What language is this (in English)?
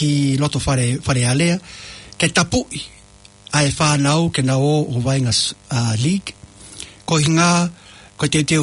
Tongan